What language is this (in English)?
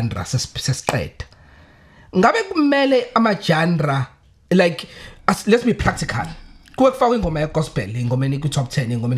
Zulu